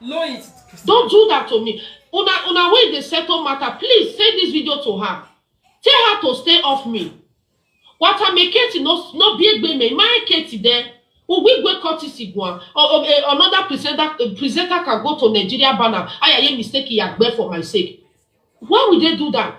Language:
Nigerian Pidgin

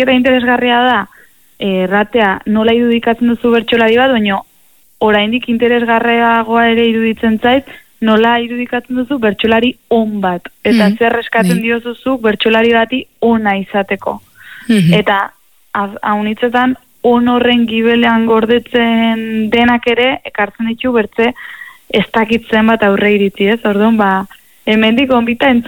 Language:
Basque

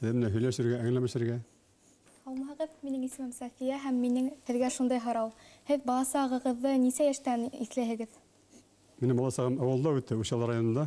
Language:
Bashkir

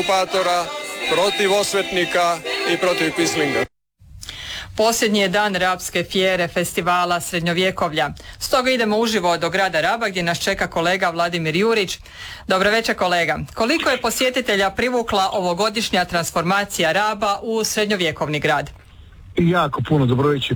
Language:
Croatian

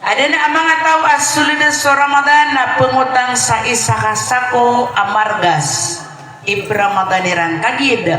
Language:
Maranao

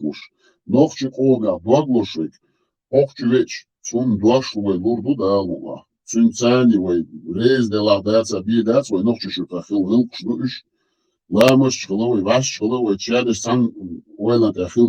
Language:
Chechen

